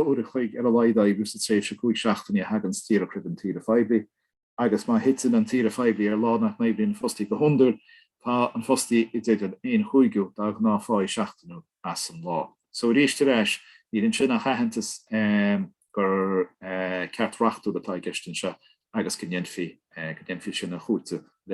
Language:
Irish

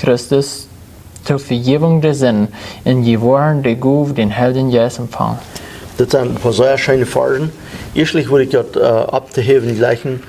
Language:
Plautdietsch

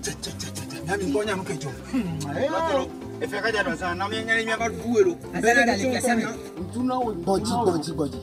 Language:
Ewe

